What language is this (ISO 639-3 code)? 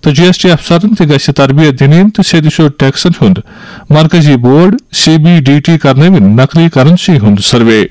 kas